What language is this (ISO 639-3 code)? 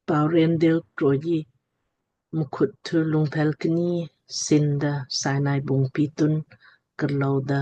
lmk